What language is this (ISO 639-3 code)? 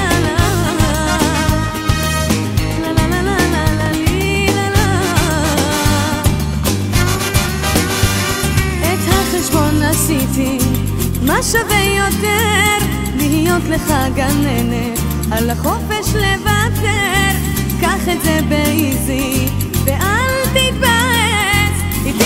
heb